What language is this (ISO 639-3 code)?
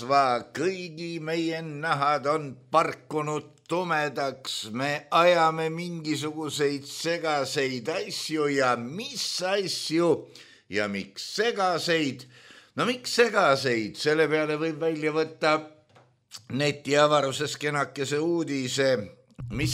est